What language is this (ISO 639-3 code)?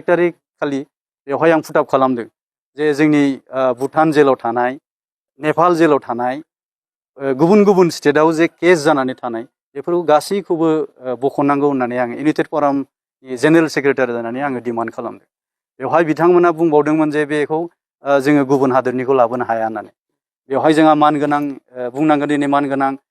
brx